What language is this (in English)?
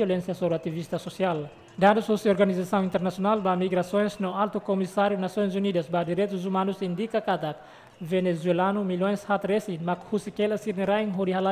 Tetum